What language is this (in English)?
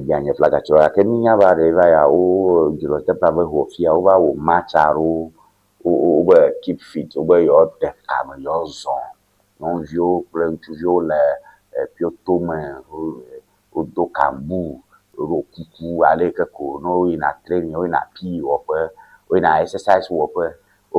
Ewe